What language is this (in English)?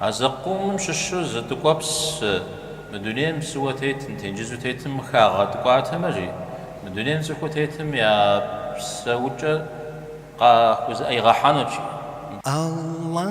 Kabardian